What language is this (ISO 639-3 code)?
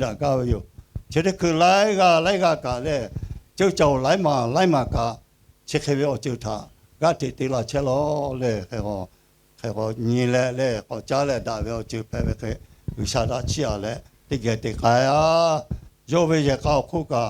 lhu